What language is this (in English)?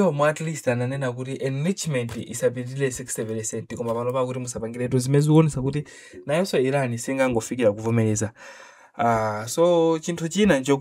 Nyanja